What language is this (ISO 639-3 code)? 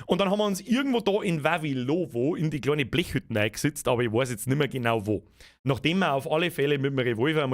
bar